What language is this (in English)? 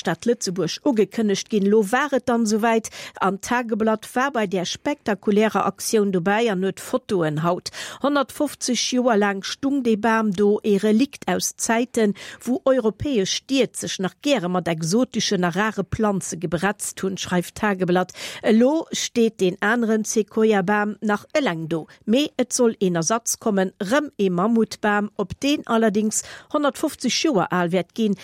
Luxembourgish